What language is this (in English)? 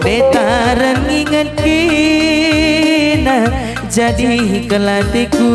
Batak Karo